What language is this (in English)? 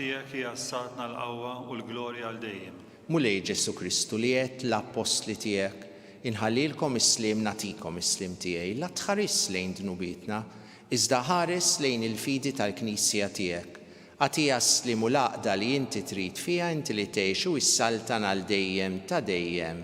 Maltese